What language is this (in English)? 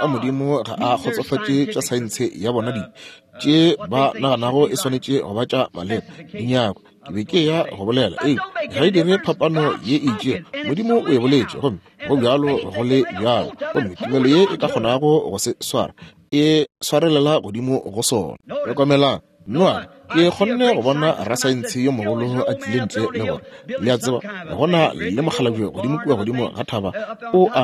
Northern Sotho